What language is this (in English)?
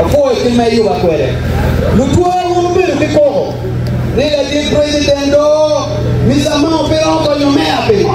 Acoli